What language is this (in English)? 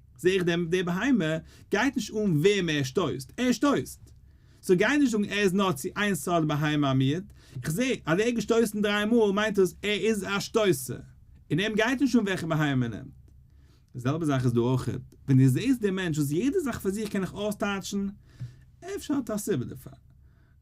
Yiddish